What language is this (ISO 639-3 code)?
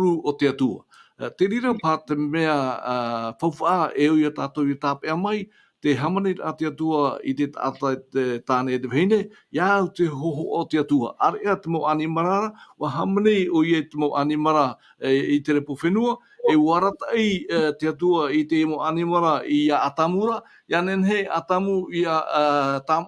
tah